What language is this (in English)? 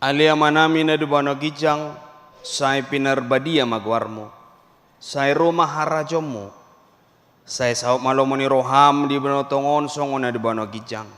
Batak Toba